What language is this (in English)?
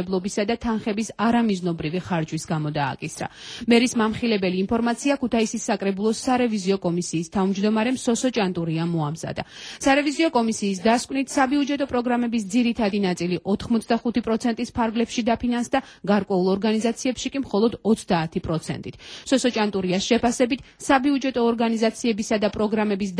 Georgian